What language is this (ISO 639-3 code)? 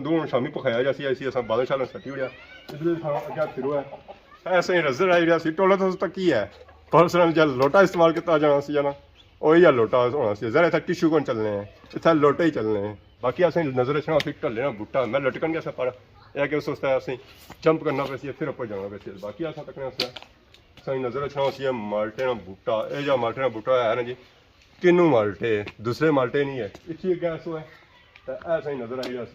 phr